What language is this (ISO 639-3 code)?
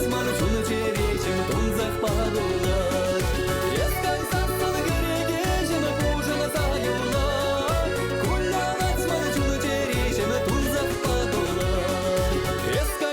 chv